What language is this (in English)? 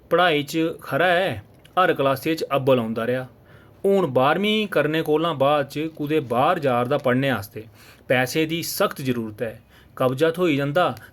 Dogri